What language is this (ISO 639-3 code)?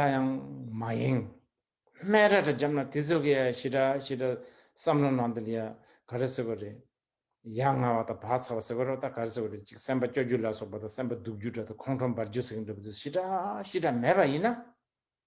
bod